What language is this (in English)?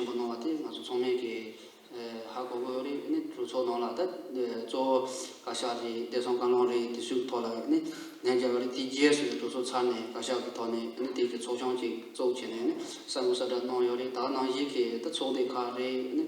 Tibetan